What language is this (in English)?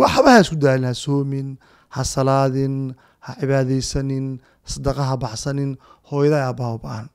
Somali